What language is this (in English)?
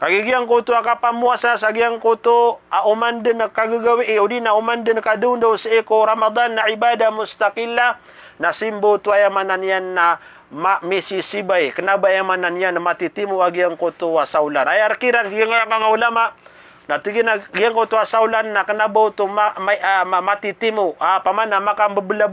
Maranao